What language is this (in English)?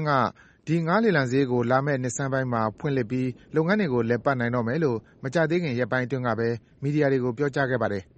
Burmese